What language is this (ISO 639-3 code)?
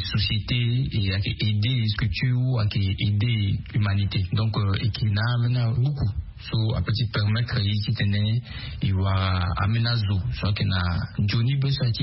sag